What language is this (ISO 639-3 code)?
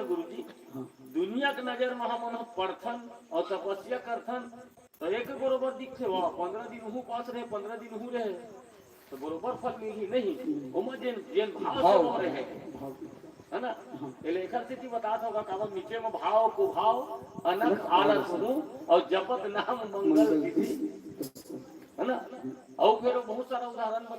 hne